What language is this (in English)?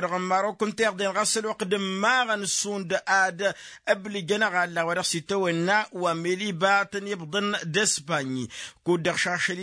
Tamasheq